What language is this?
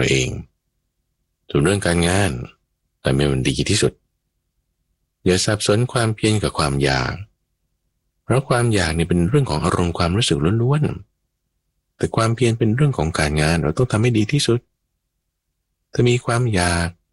Thai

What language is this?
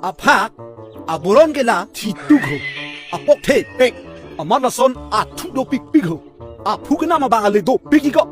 Karbi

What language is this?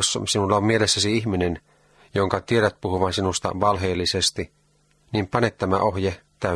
Finnish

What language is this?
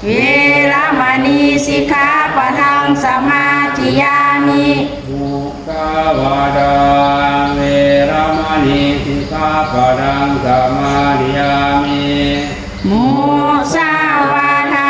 Pali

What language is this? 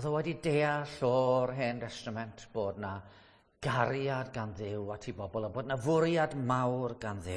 Welsh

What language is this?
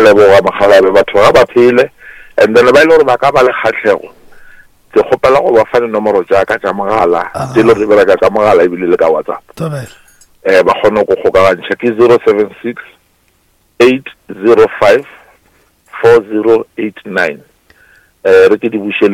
Northern Sotho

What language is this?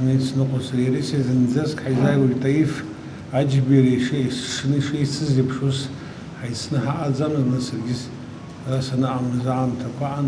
Abkhazian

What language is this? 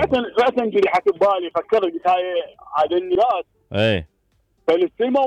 Mesopotamian Arabic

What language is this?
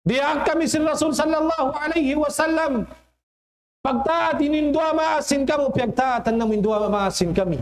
Tausug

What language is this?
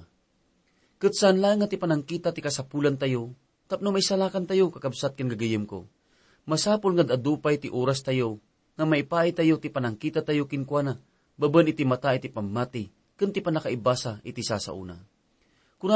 Iloko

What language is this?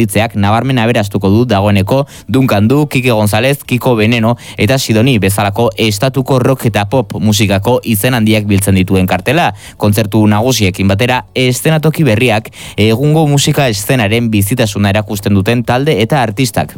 Basque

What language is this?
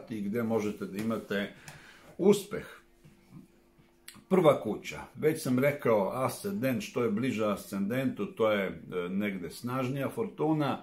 Serbian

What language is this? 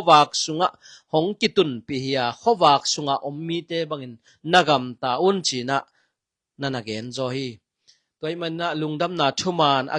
Tedim Chin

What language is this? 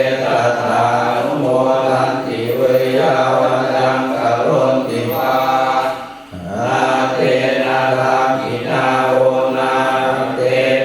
Pali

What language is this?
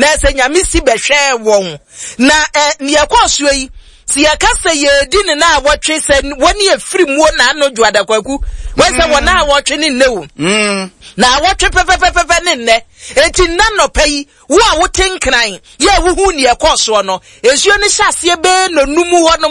Akan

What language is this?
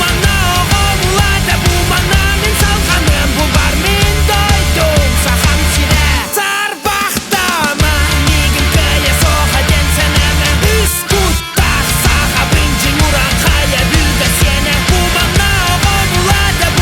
Yakut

